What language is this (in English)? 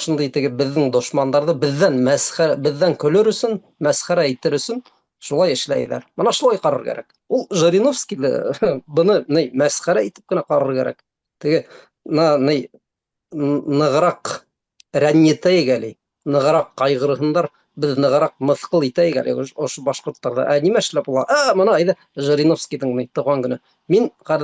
Bashkir